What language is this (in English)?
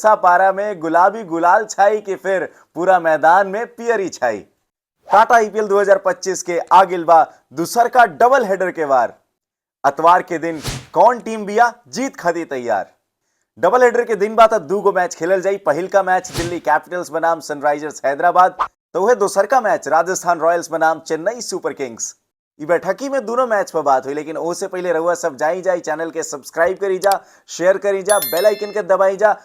Bhojpuri